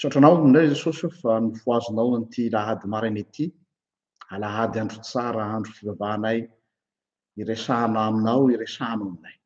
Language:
Malagasy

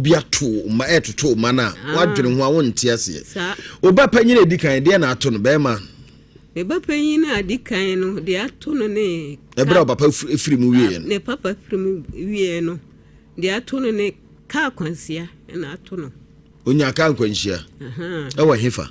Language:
Akan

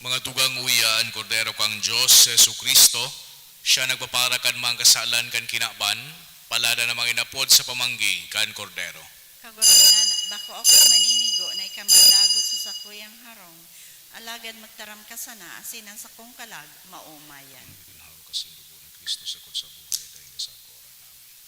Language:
Bikol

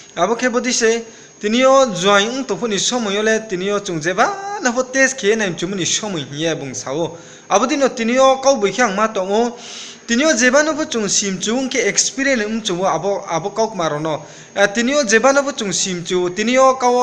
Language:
Riang (India)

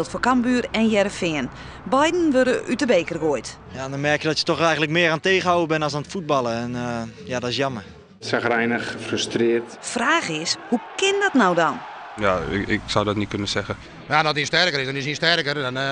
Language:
Western Frisian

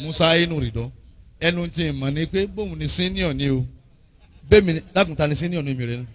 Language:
Yoruba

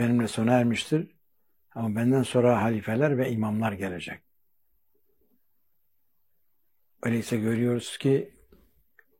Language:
Turkish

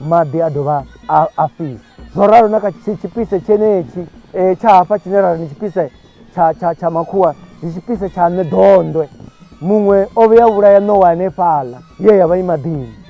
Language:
Venda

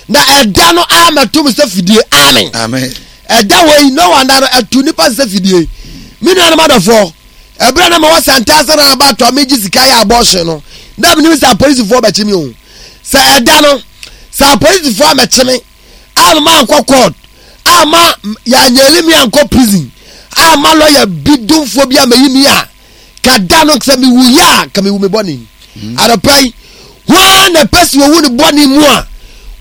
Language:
Akan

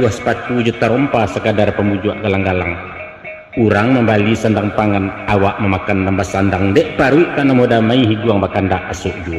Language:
Minangkabau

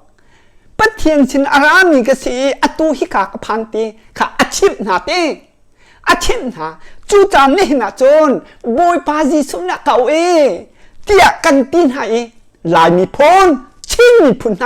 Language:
Hakha Chin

